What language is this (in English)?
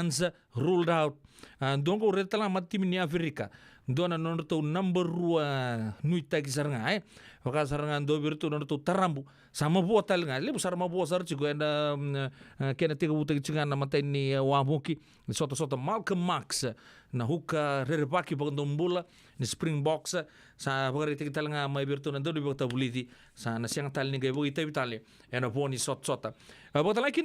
Fijian